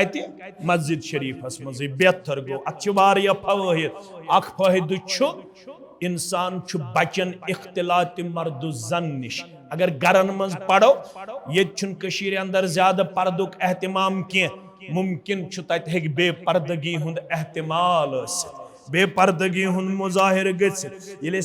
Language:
Kashmiri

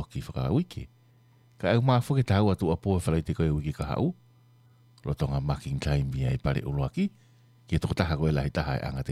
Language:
Tongan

